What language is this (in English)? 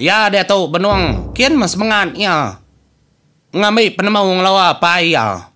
Iban